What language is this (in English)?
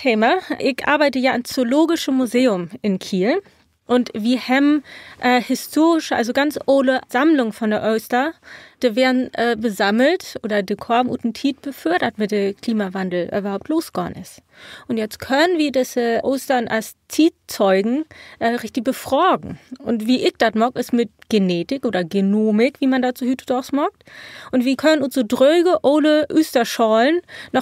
Low German